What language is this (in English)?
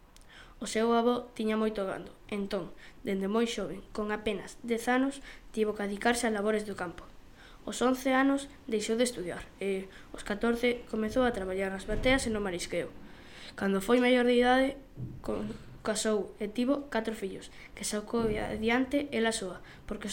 Galician